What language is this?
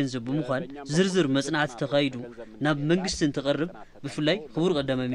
Tigrinya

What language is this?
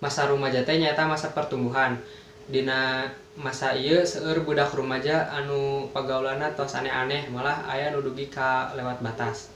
Sundanese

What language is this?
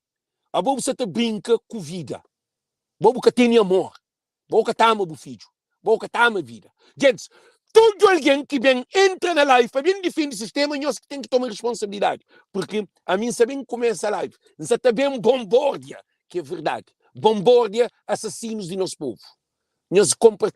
Kabuverdianu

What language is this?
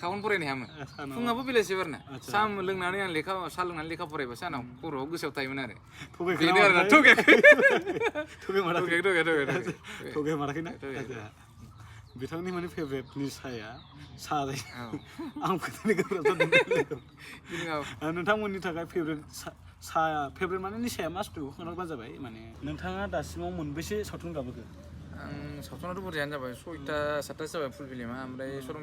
Bodo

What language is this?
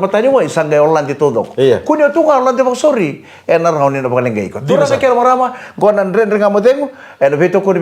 Fijian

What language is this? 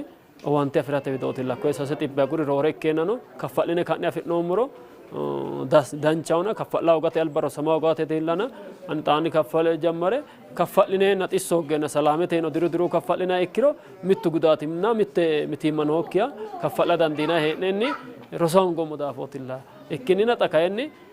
Sidamo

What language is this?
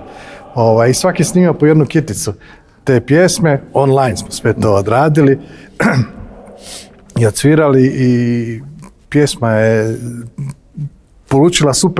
Croatian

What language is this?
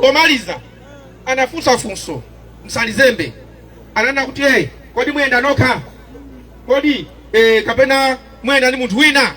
Nyanja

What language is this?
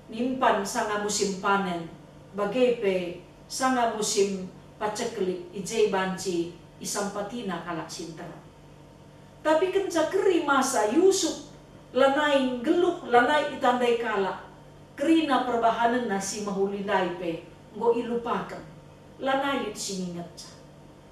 Batak Karo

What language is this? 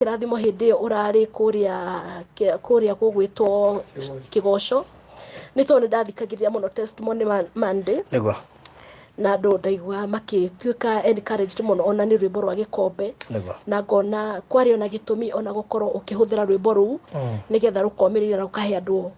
Kikuyu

